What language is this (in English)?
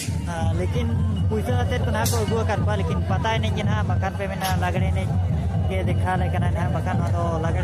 Santali